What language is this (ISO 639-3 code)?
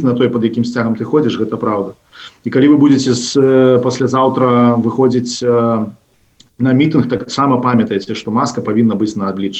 bel